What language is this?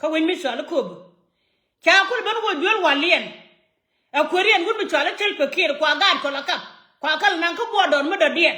Nuer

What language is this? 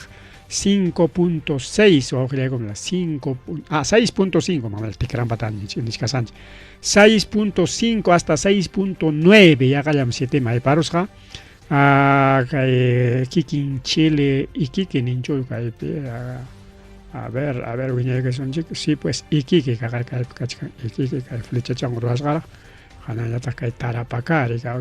Ayacucho Quechua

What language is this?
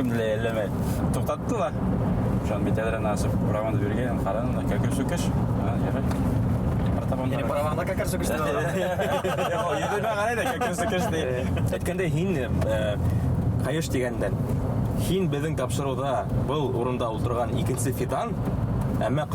Bashkir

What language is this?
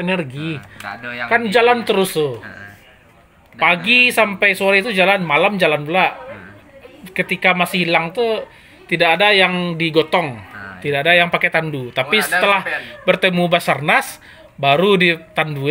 Minangkabau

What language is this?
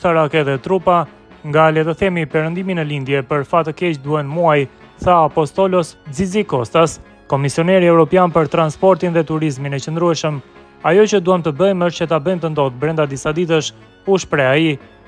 Albanian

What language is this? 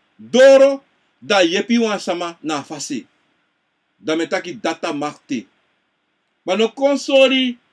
Sranan Tongo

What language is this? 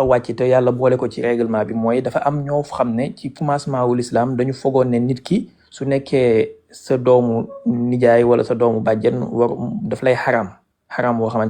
Wolof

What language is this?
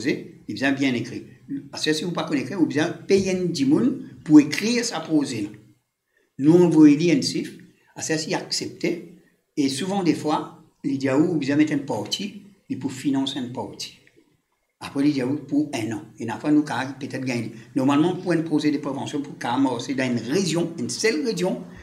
Morisyen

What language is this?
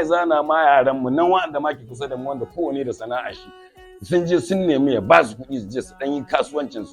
Hausa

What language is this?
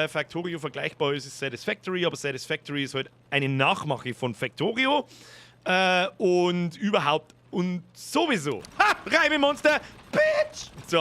Bavarian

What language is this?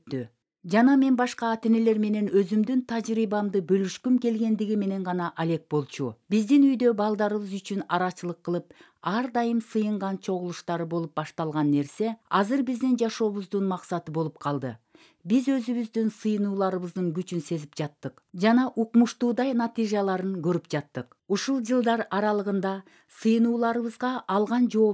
Kyrgyz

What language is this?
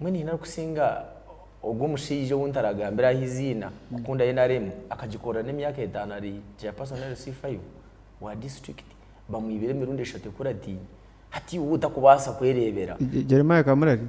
Nyankole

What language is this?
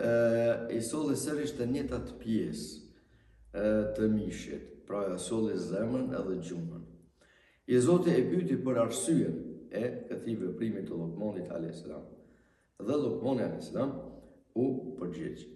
Albanian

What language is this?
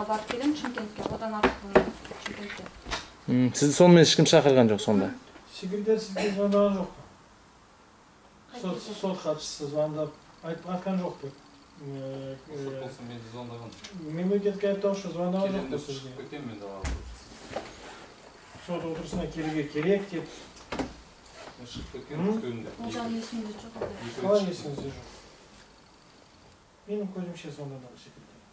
Kazakh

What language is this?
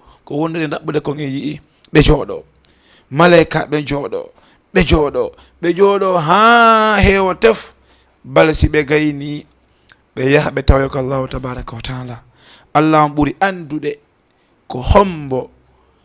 Fula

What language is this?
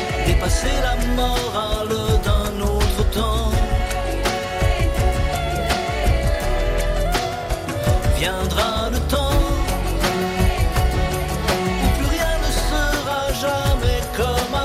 French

